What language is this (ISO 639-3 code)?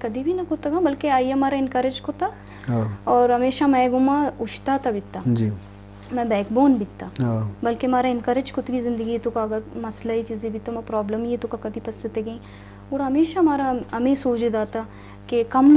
bgp